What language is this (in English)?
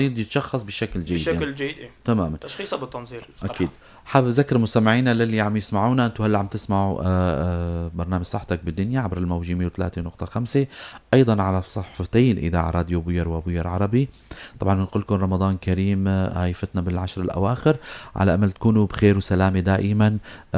North Levantine Arabic